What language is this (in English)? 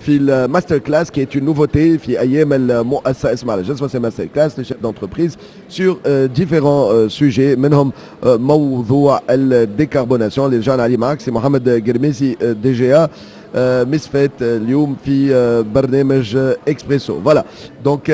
Tunisian Arabic